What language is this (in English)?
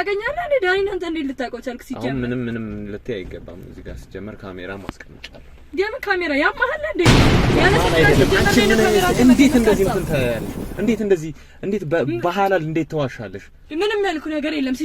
Amharic